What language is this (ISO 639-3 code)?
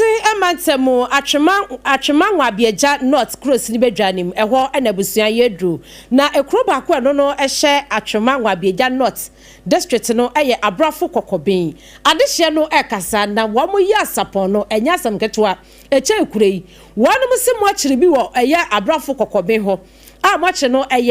aka